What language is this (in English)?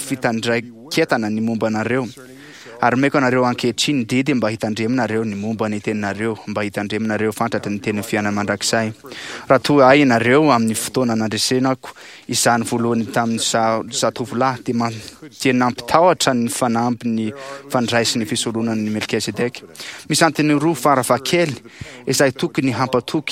Malagasy